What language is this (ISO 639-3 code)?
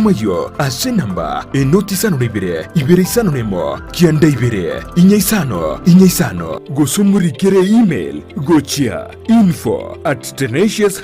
guz